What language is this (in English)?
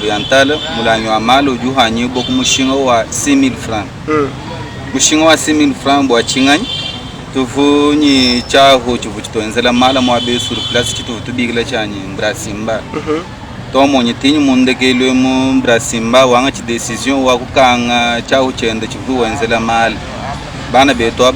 Luba-Lulua